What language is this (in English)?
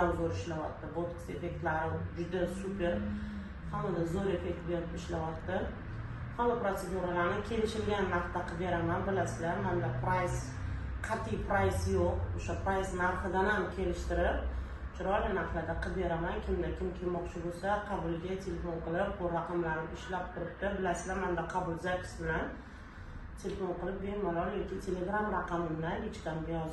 Uzbek